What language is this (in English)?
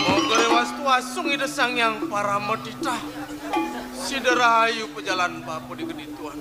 Balinese